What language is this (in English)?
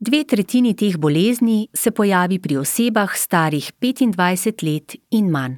Slovenian